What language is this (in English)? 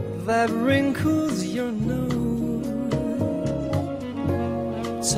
English